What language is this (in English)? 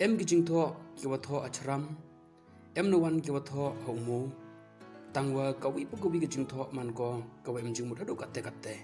Pnar